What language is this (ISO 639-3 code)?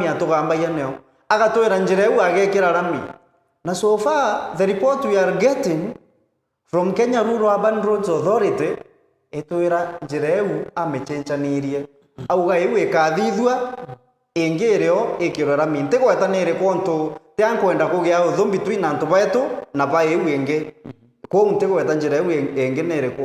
mer